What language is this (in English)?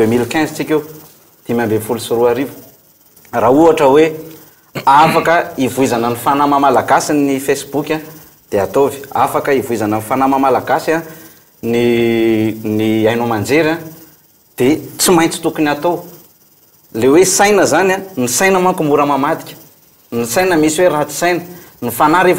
Malagasy